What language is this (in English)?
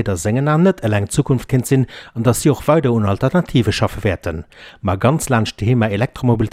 Luxembourgish